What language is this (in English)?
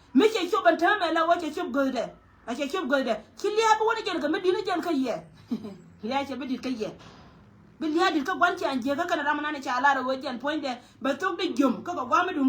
Nuer